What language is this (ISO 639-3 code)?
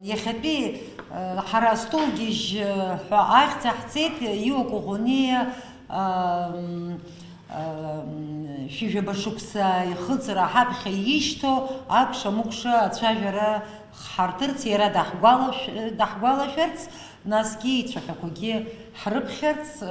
abk